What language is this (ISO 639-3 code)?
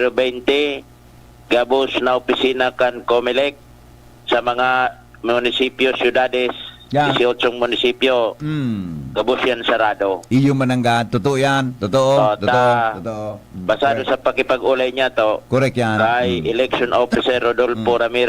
bik